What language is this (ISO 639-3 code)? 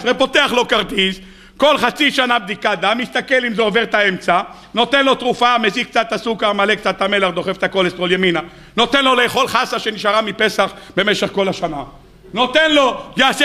heb